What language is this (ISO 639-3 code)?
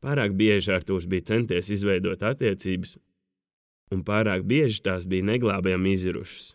lav